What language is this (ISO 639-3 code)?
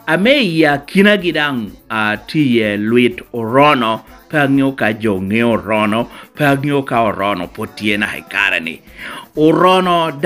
laj